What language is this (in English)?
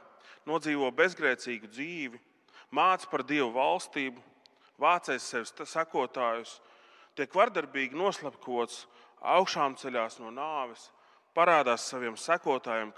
Latvian